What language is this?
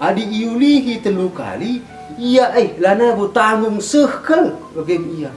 Batak Karo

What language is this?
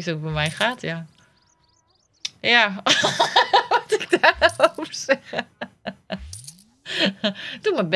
Dutch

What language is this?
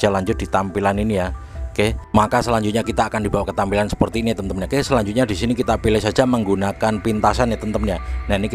Indonesian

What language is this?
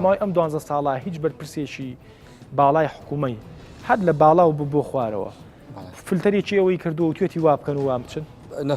Central Kurdish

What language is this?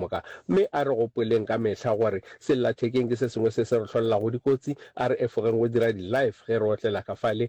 Northern Sotho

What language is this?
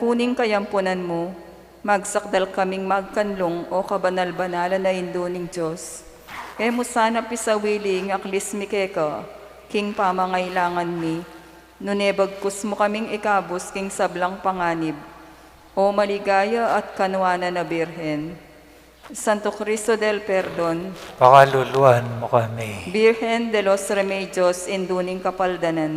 Pampanga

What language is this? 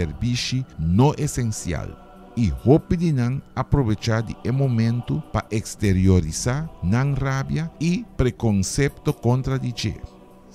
Papiamento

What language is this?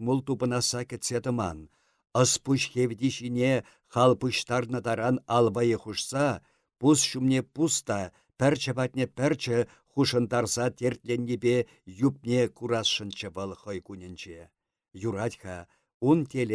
Chuvash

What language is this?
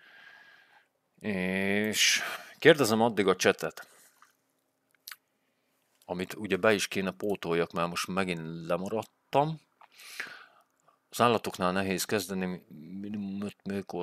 Hungarian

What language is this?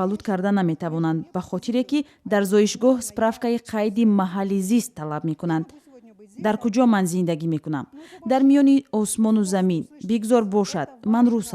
Tajik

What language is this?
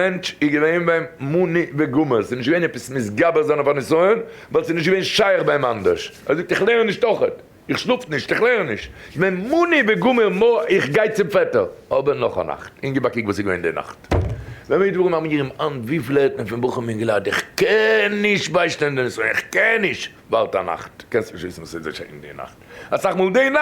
Yiddish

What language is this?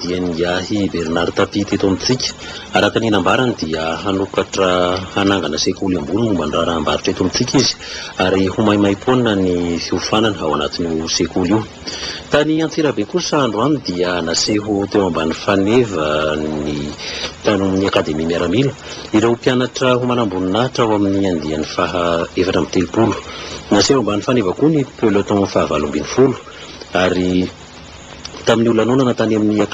Malagasy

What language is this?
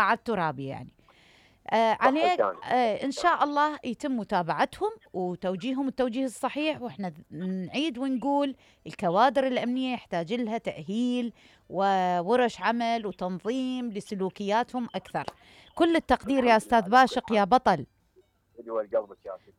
Mesopotamian Arabic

